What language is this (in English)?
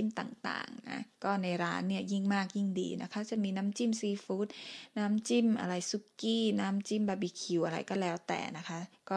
Thai